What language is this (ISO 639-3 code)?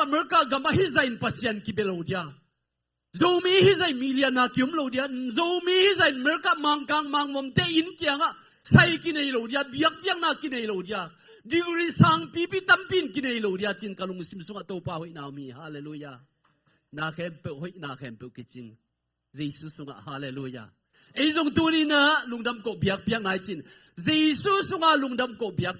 ctd